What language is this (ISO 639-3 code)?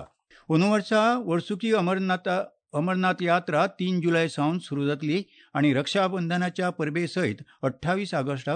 kok